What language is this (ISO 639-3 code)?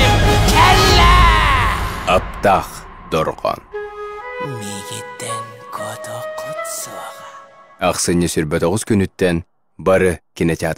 sah